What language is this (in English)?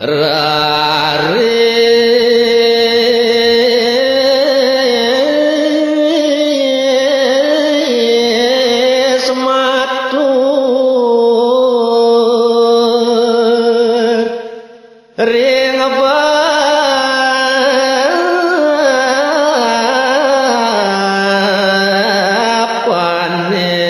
Balinese